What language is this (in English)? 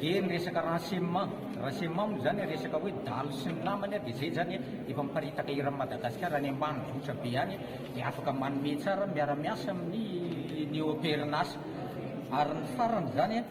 Malagasy